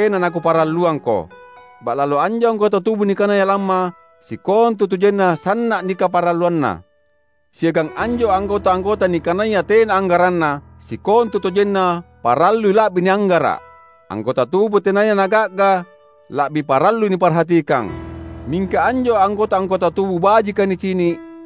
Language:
Makasar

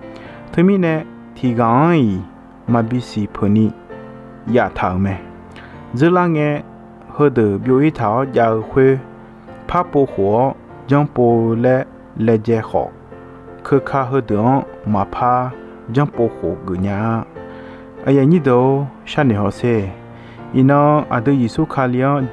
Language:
Akha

